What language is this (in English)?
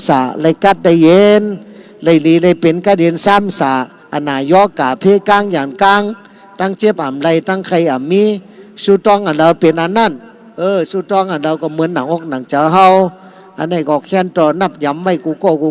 Shan